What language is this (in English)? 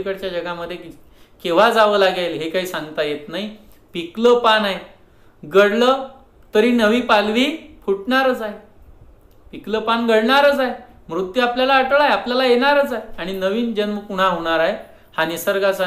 Marathi